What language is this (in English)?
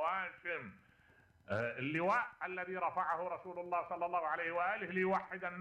Mesopotamian Arabic